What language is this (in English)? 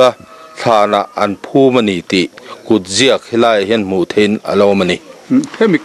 Mizo